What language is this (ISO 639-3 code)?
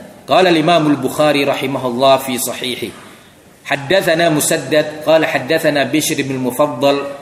ind